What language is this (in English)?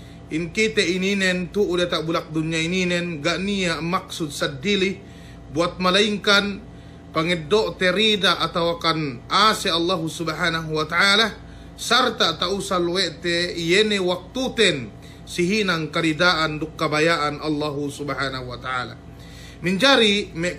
Yakan